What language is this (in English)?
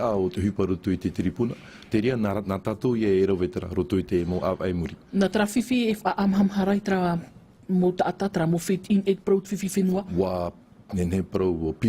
Tahitian